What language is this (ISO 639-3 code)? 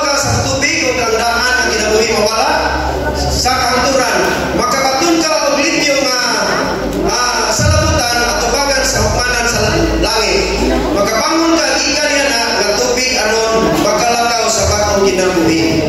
ceb